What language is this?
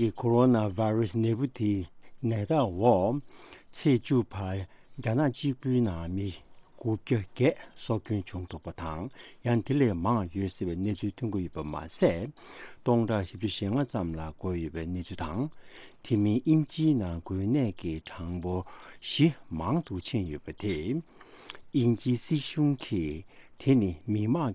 Tibetan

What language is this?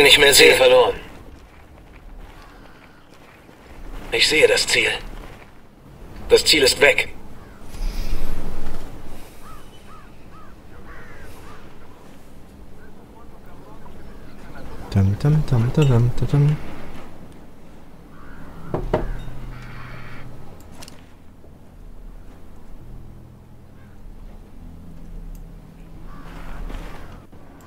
German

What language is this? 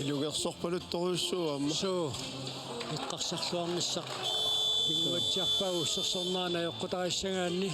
Kalaallisut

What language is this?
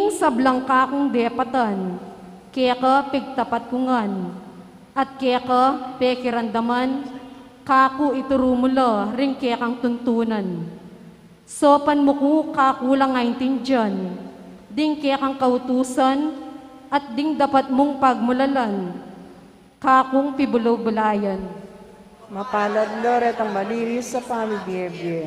Pampanga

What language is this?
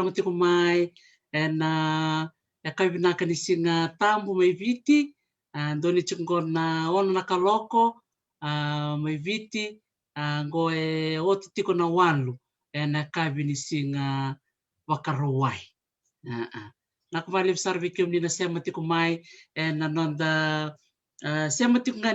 Fijian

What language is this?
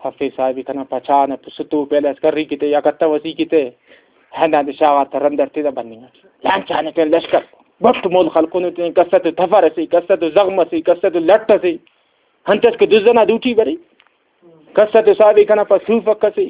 Brahui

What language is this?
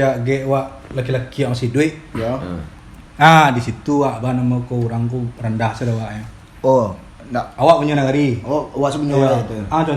Minangkabau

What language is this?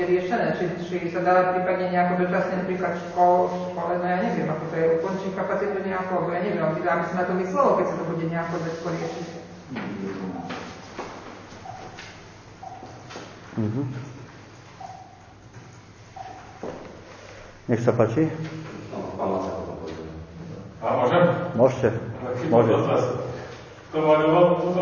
Slovak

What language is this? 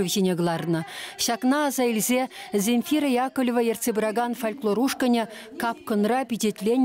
Chuvash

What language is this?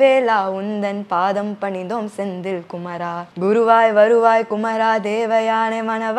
Tamil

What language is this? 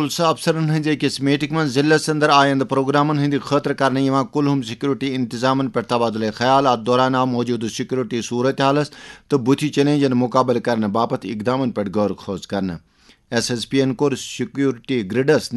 Kashmiri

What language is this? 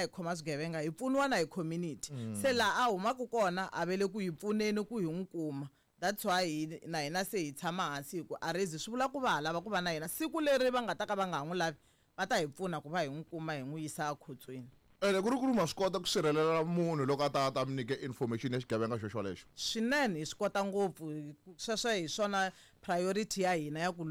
Tsonga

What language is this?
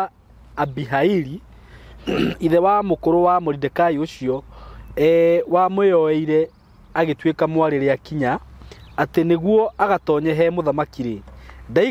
Kikuyu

